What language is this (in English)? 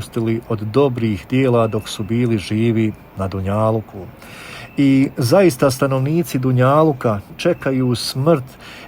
Bosnian